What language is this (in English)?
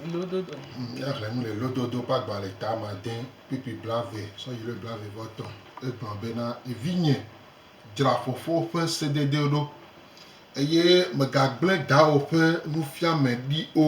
Gen